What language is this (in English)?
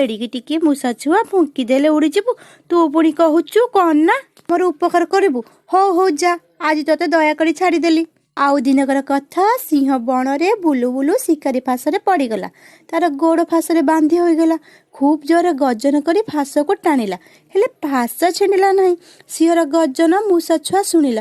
Odia